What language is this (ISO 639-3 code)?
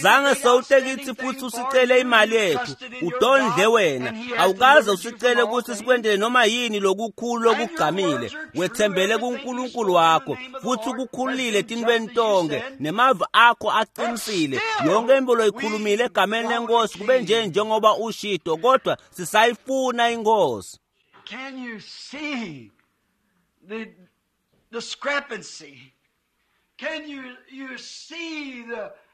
ssw